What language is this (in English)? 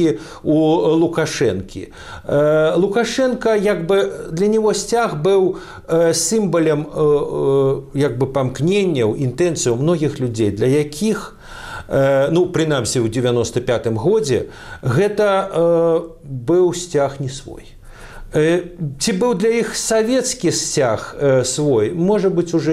Belarusian